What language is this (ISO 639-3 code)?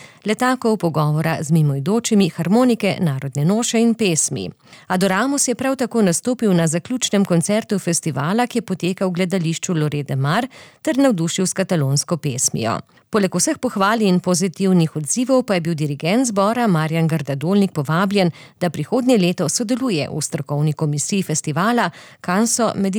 slv